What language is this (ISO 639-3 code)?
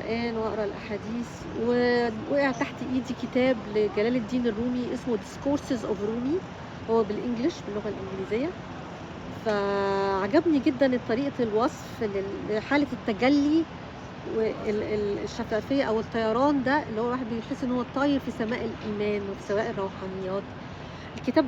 arz